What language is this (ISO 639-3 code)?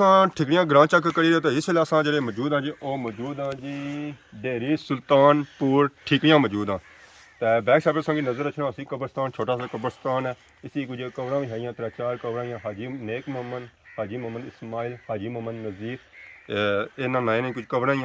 phr